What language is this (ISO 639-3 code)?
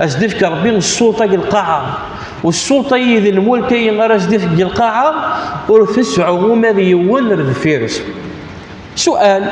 kab